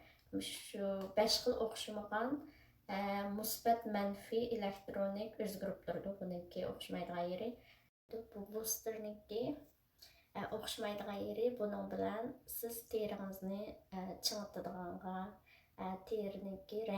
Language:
Uyghur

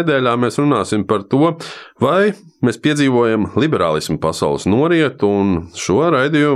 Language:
Latvian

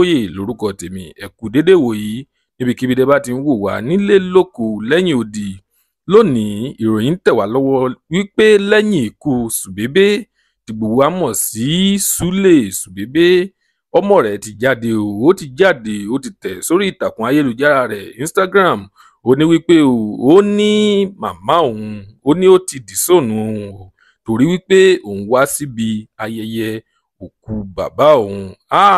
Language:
Yoruba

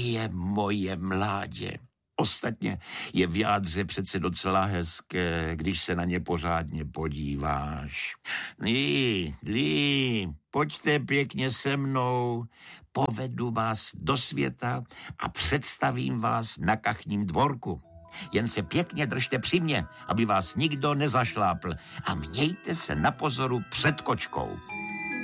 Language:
Czech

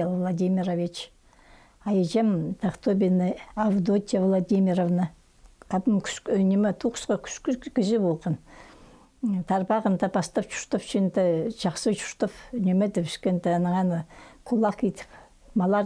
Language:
Khakas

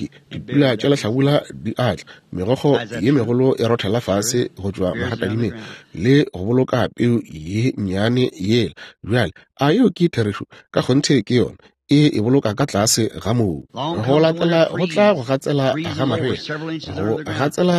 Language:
Northern Sotho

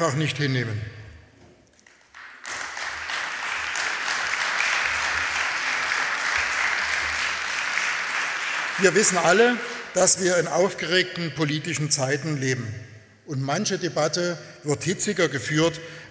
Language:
German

